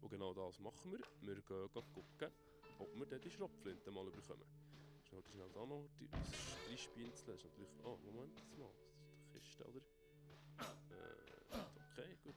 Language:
Swiss German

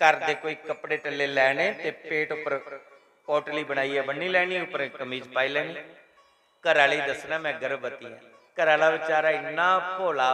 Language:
Dogri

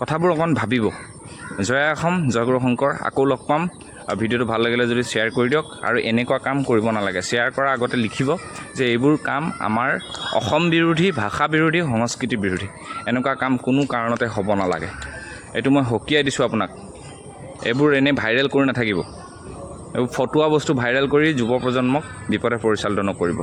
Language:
Assamese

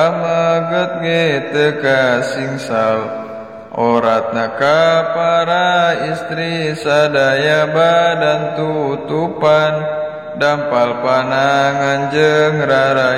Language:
Sundanese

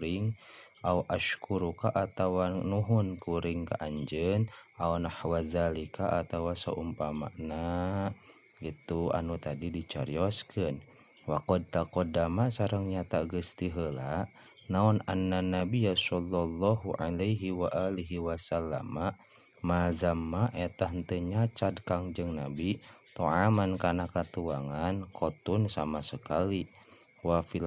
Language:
Sundanese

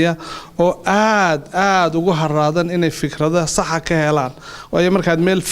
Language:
Somali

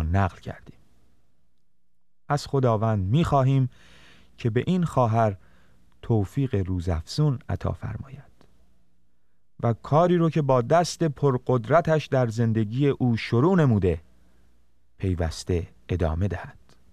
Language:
Persian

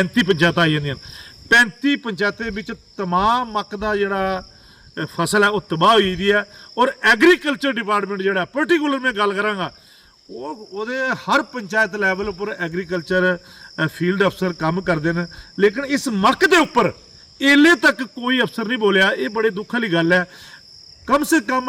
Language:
Dogri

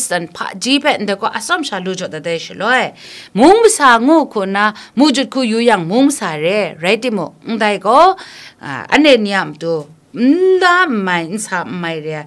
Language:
Kachin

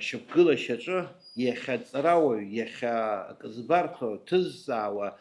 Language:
Abkhazian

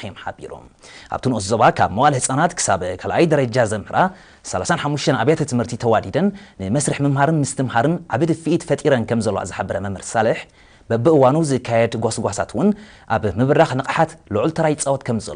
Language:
Tigrinya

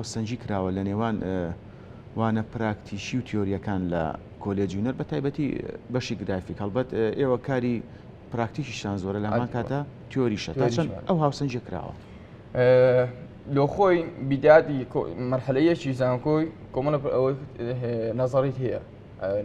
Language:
Central Kurdish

